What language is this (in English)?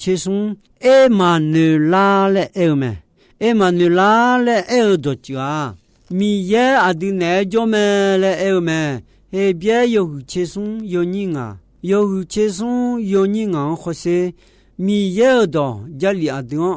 Akha